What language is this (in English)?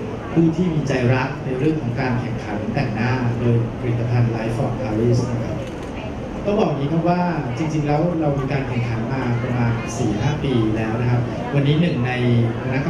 Thai